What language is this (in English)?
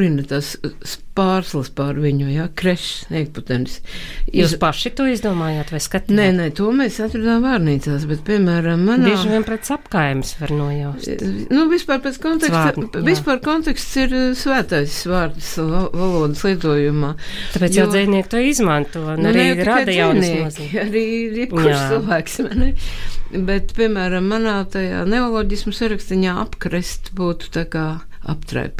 Latvian